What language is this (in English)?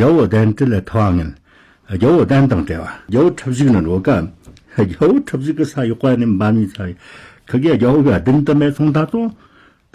Tibetan